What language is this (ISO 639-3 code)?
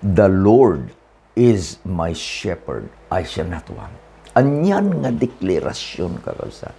ilo